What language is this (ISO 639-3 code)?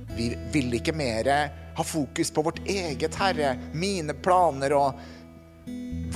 nor